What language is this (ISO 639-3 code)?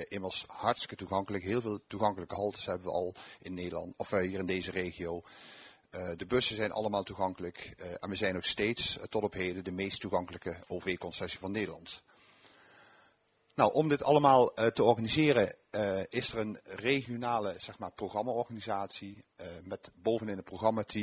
nld